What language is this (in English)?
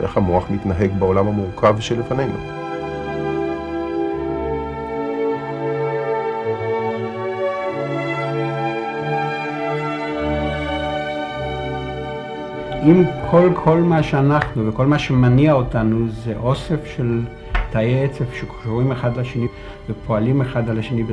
Hebrew